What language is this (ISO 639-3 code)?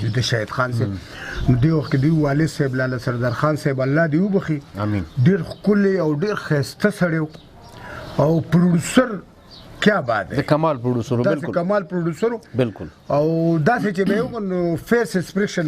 pus